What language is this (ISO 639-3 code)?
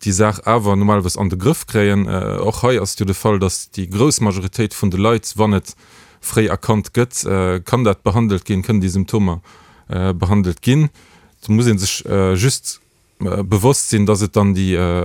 ltz